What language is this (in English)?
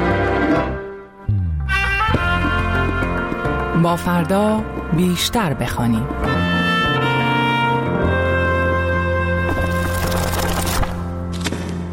Persian